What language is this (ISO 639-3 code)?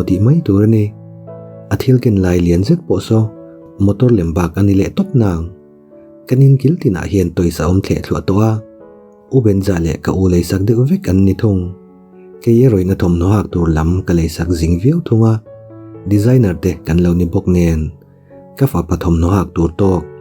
lus